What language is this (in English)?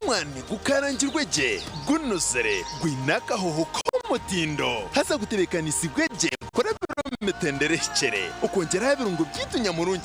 Nyankole